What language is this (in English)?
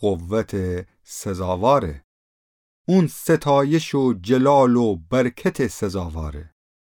Gilaki